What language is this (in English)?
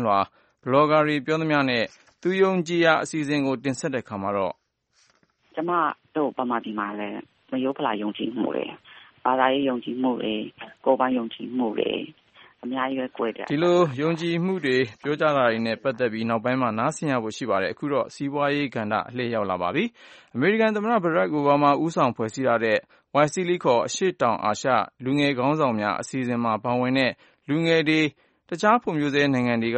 Burmese